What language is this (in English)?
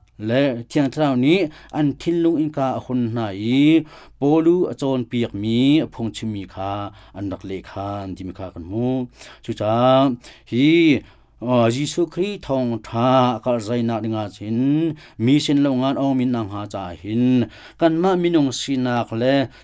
Hakha Chin